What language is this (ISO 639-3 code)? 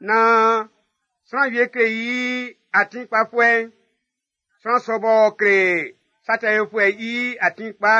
bci